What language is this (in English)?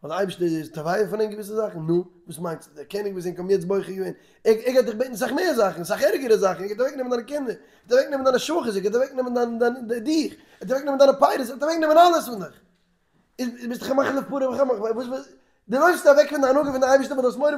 Yiddish